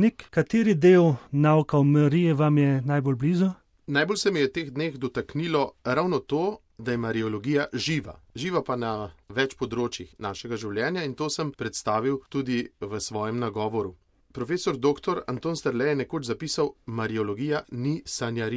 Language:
Slovenian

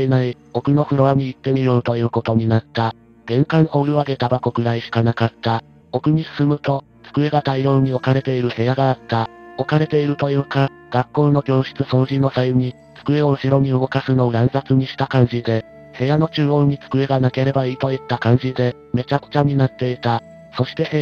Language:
Japanese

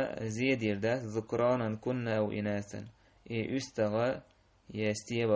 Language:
Chechen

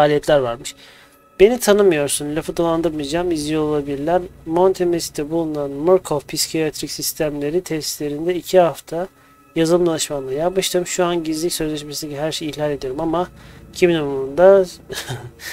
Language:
Turkish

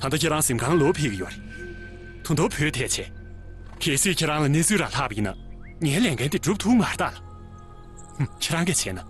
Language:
Tibetan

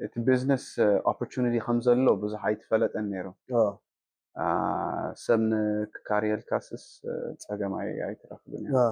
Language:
Tigrinya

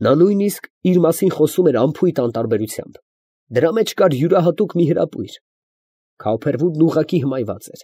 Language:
Armenian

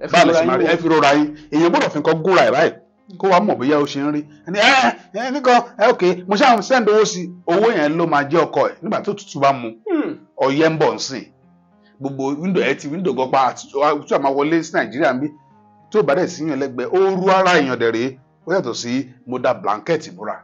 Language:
Yoruba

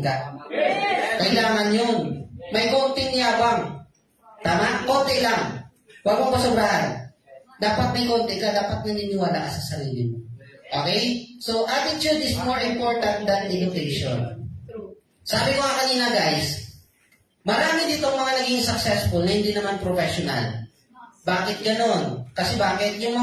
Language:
Filipino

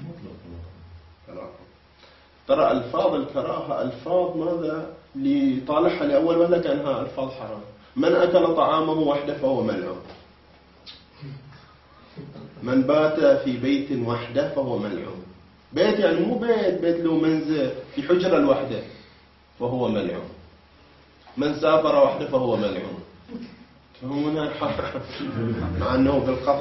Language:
Arabic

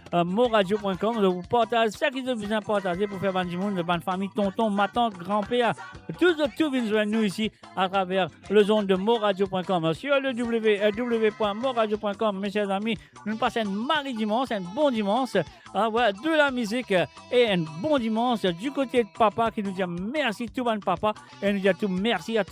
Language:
Morisyen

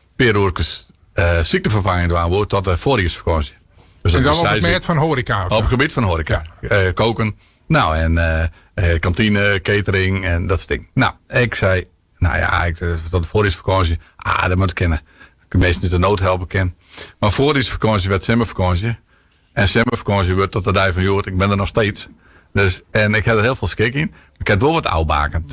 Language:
Western Frisian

